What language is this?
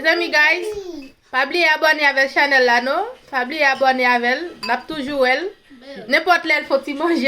Haitian Creole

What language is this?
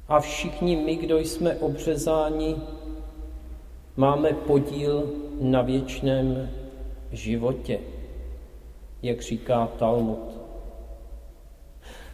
Czech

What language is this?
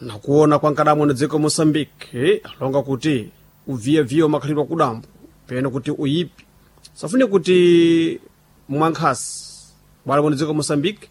Sena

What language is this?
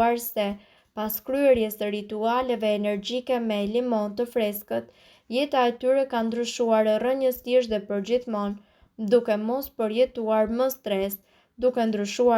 Albanian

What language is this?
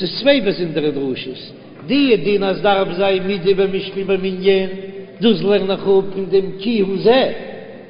Yiddish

